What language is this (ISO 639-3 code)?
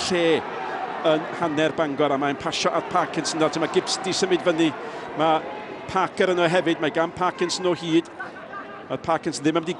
cym